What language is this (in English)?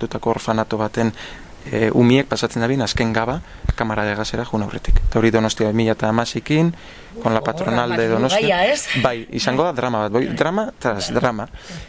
Basque